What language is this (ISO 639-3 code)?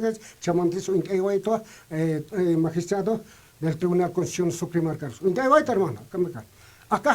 aym